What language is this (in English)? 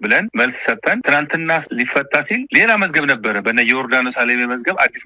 Amharic